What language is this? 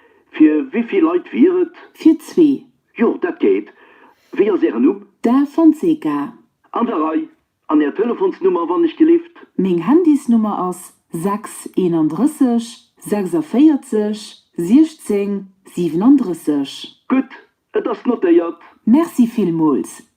Luxembourgish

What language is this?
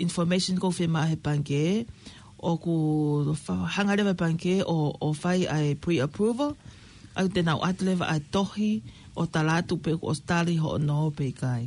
Tongan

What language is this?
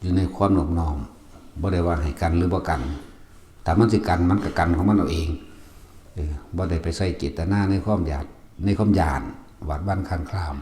Northeastern Thai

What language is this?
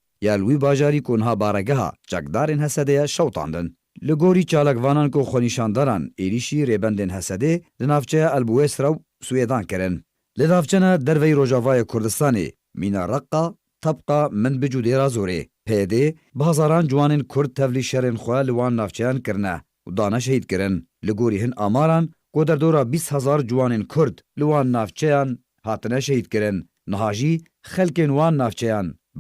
Kurdish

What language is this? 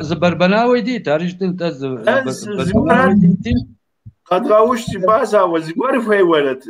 Kabardian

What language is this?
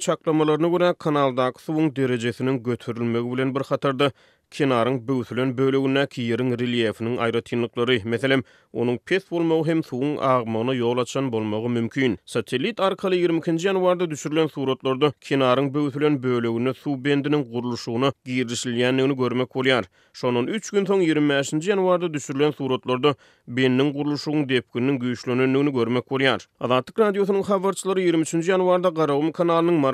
Turkmen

